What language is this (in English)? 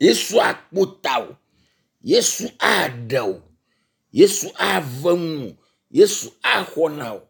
Ewe